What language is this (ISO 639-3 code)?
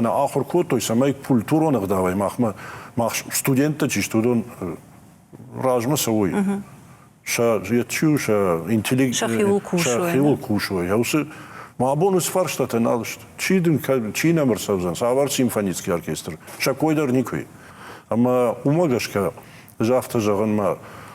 oss